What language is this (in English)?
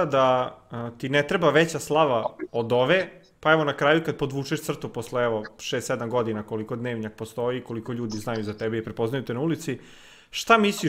Serbian